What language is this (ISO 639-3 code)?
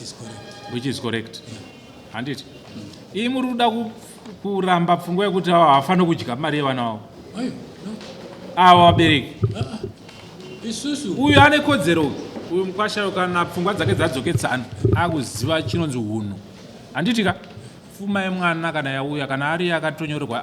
sna